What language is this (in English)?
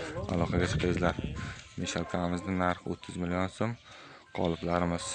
Uzbek